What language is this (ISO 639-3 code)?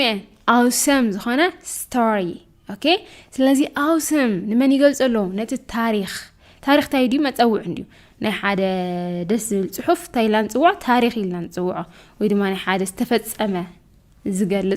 tir